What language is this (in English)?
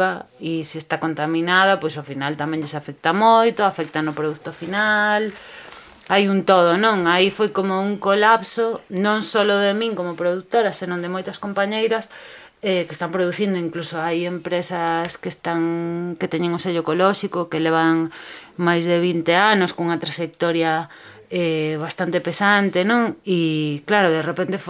Galician